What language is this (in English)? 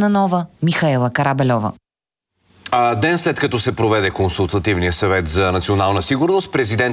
Bulgarian